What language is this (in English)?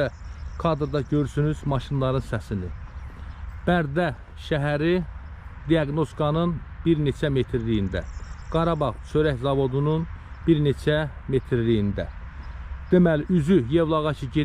Azerbaijani